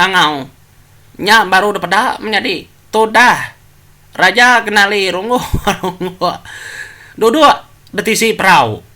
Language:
Iban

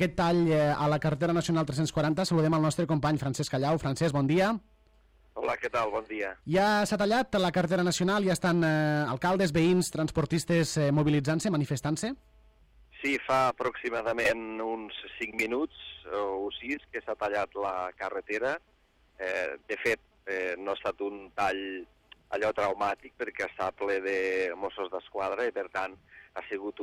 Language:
Catalan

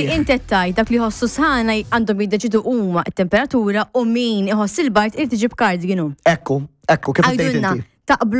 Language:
Maltese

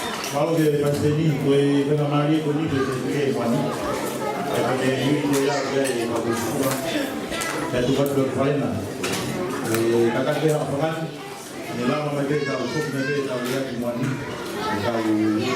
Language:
Tongan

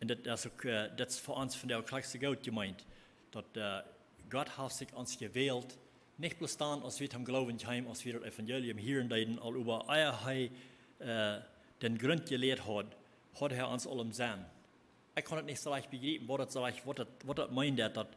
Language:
Plautdietsch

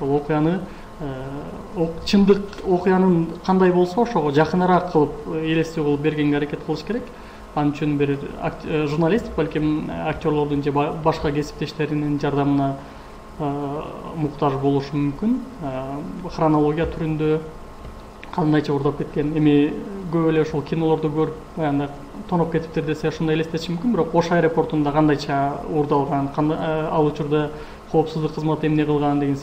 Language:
Kyrgyz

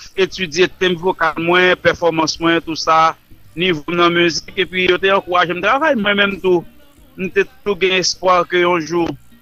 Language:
Haitian Creole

